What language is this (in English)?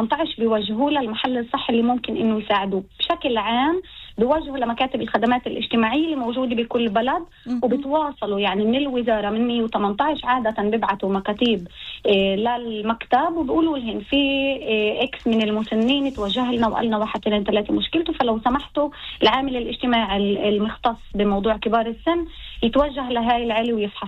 North Levantine Arabic